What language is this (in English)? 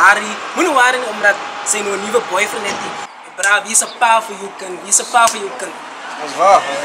Afrikaans